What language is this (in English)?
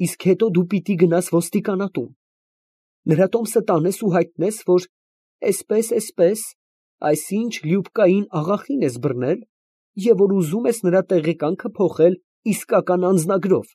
Armenian